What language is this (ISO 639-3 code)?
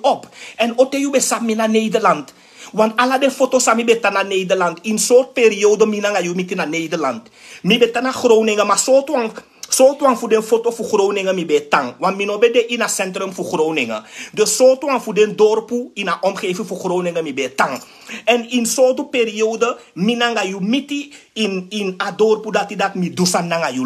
srn